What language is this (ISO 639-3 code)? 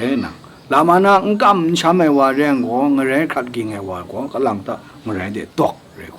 kac